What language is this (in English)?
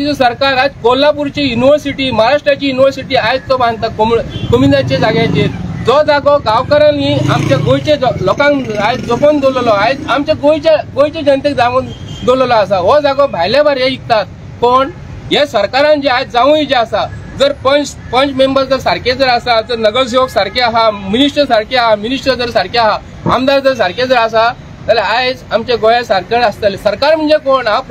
Konkani